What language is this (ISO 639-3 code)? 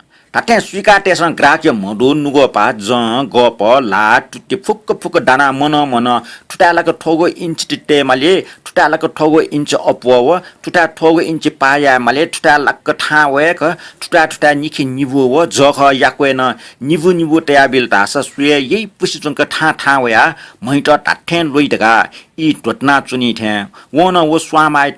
new